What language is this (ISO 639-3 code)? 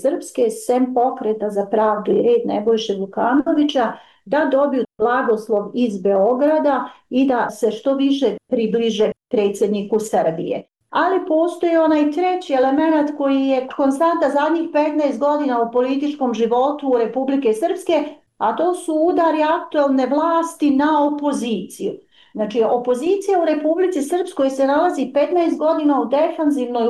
bos